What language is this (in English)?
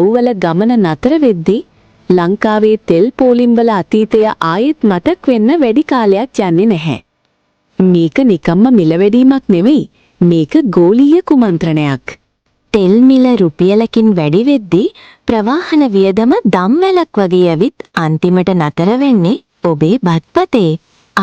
Sinhala